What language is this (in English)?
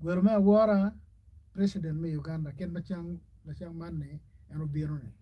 Acoli